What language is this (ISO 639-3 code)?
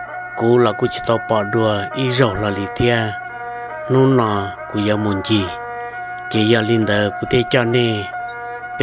hmn